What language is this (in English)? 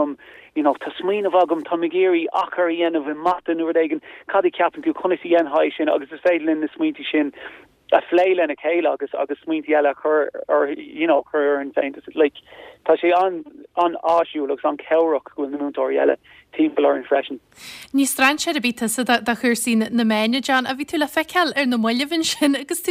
Irish